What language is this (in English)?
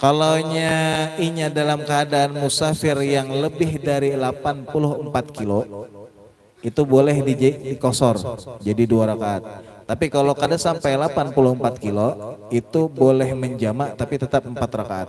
Banjar